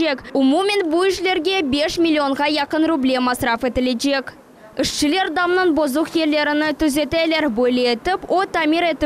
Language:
Crimean Tatar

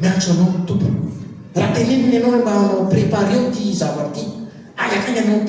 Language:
Malagasy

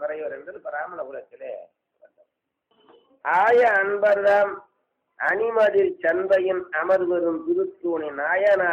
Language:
Tamil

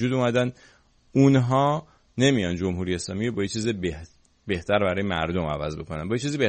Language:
Persian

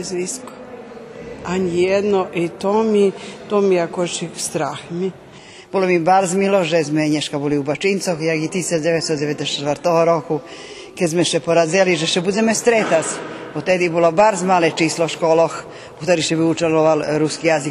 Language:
Rusyn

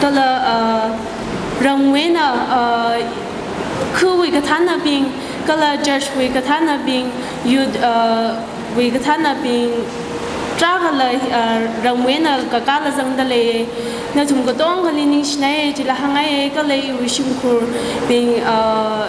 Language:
Tangkhul Naga (India)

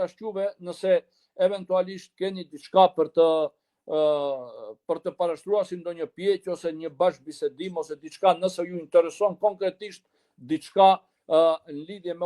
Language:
Albanian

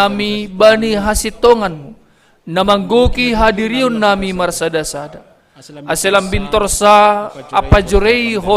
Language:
Batak Simalungun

